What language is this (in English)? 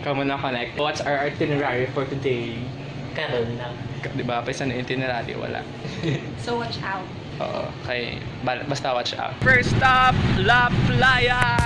Hiligaynon